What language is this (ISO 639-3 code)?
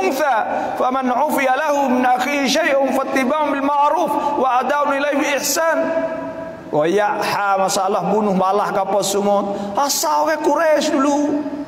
msa